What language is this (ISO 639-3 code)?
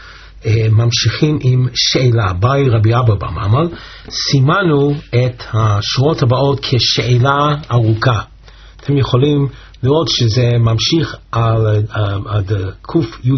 heb